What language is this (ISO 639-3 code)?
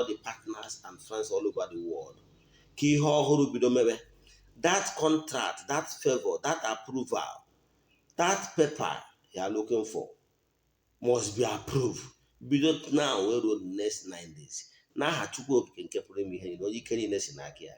ibo